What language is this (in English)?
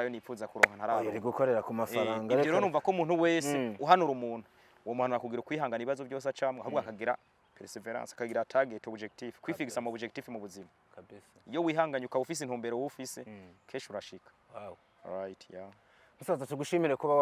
Rundi